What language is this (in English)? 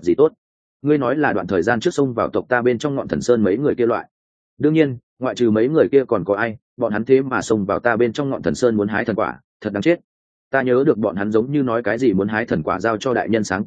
Vietnamese